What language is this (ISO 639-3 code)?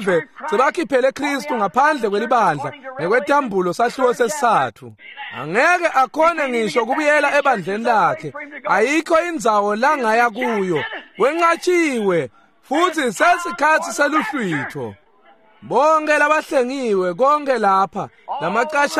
ssw